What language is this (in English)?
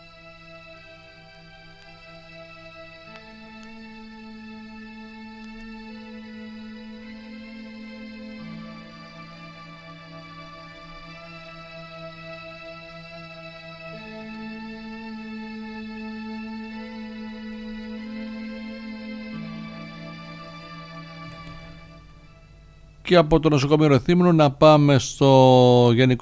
Greek